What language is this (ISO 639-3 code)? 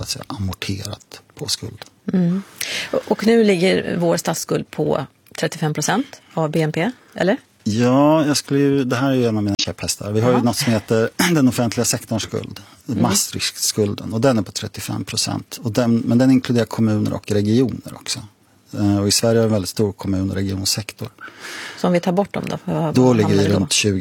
swe